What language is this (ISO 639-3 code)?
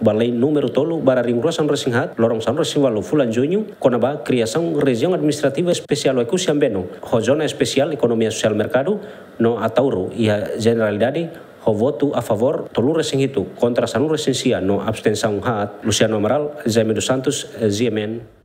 tet